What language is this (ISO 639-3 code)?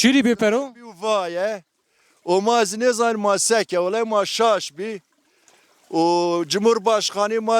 zza